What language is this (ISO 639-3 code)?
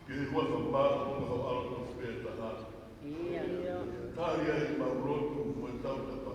ton